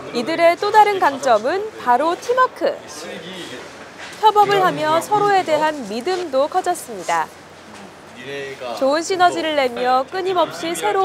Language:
Korean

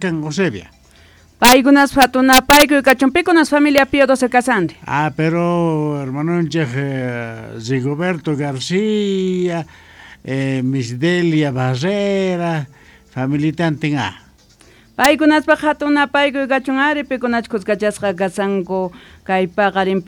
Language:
Quechua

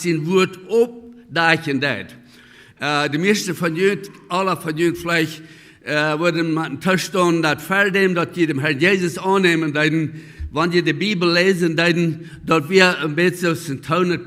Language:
Plautdietsch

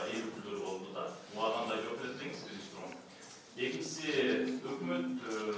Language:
Kyrgyz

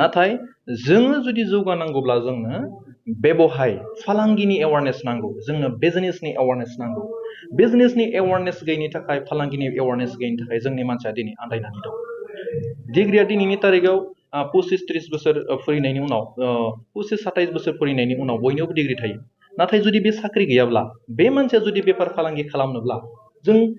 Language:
Bodo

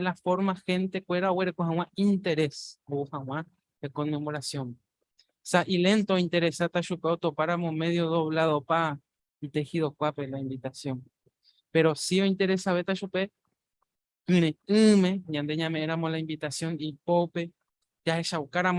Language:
Guarani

